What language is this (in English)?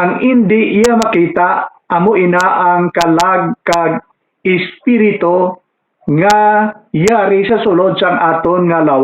Hiligaynon